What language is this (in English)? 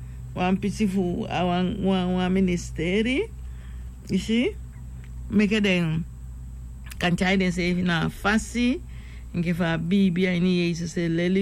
Sranan Tongo